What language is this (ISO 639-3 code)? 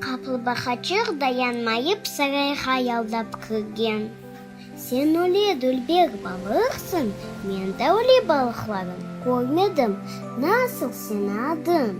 crh